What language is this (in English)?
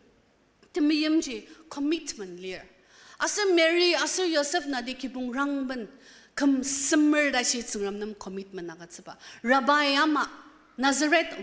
Ao Naga